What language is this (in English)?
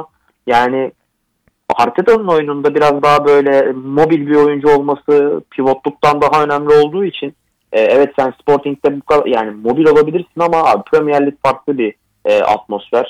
Turkish